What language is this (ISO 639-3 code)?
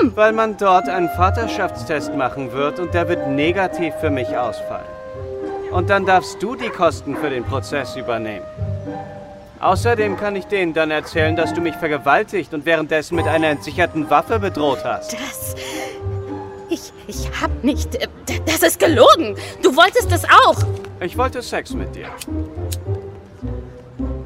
deu